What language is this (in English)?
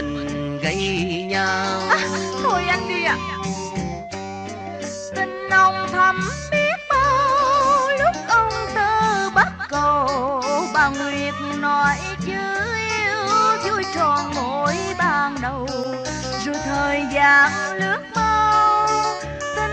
Vietnamese